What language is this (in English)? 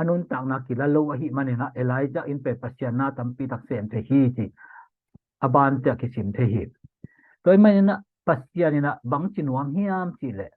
Tedim Chin